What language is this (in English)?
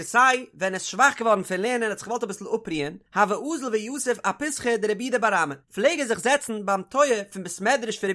Yiddish